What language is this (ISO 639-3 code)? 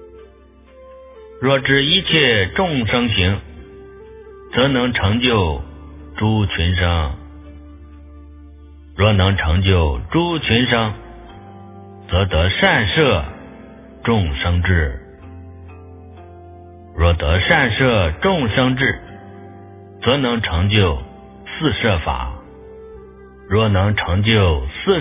zho